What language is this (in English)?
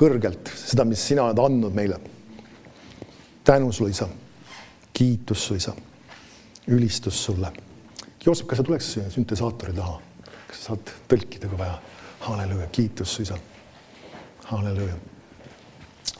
Estonian